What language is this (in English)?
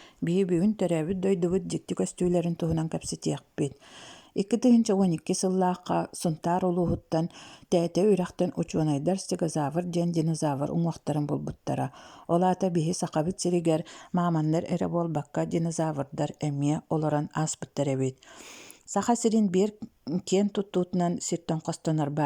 Yakut